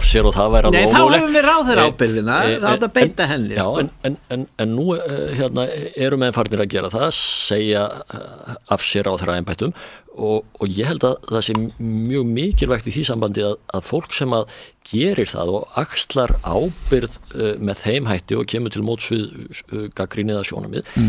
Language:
Icelandic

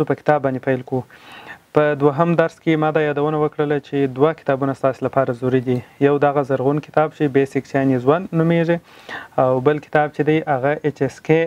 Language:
Pashto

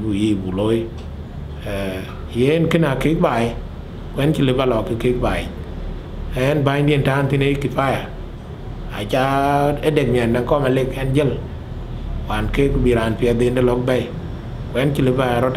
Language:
Dinka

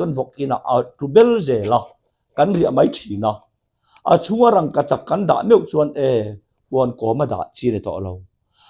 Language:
Mizo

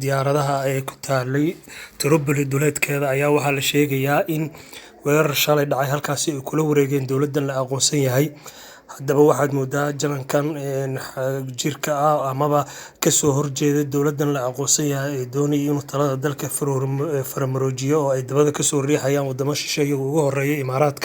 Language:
Somali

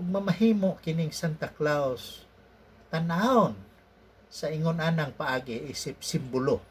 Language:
Cebuano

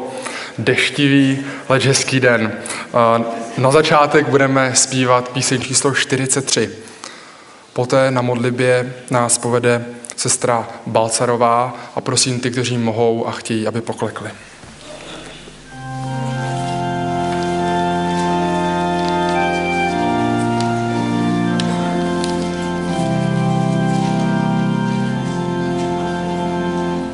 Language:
Czech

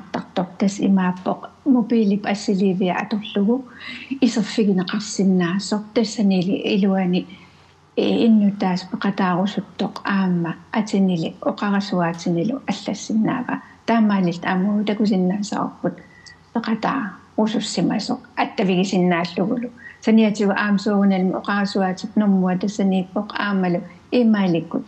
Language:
Kalaallisut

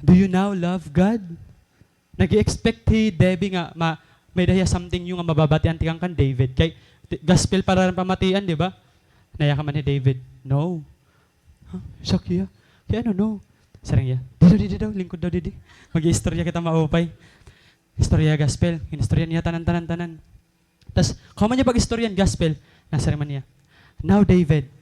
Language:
Waray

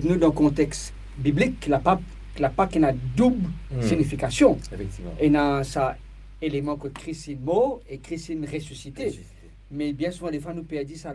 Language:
Morisyen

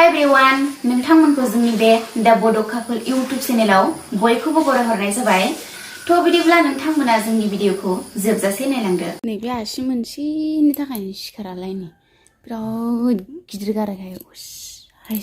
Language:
Bodo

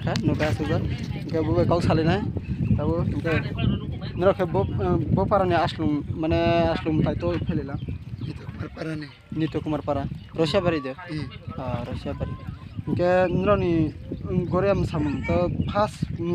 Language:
Kok Borok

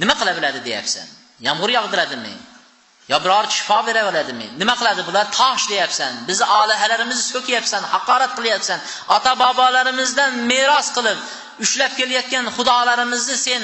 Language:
Uzbek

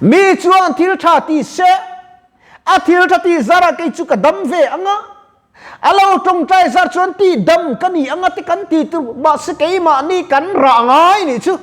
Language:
Mizo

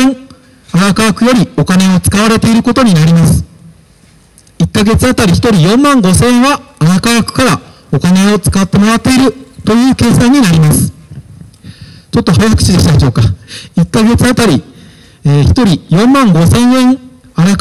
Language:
Japanese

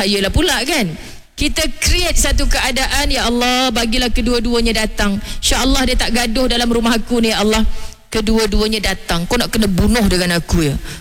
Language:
Malay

